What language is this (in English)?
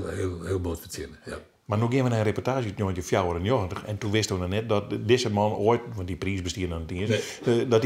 Western Frisian